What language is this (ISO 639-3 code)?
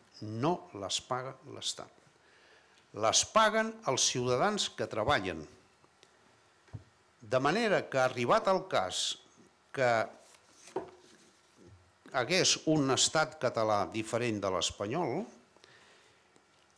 cat